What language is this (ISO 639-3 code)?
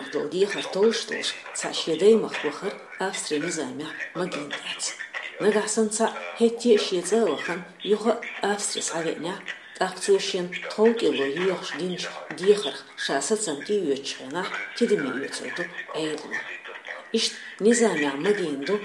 che